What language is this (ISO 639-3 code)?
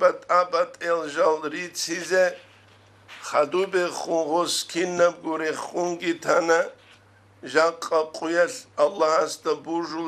ava